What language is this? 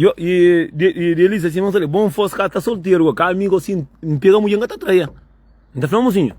Kabuverdianu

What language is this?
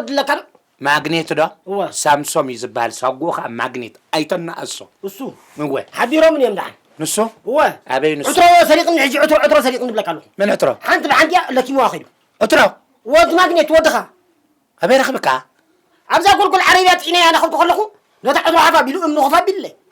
Tigrinya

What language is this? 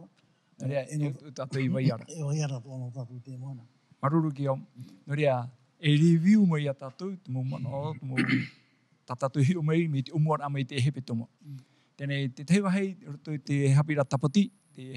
Tahitian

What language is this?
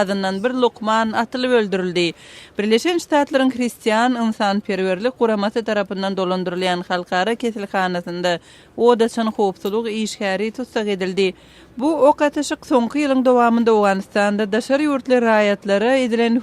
Turkmen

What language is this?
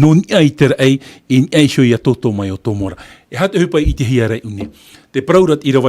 Tahitian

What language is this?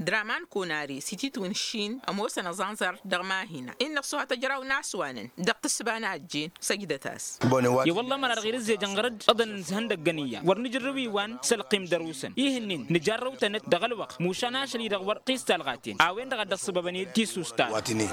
Tamasheq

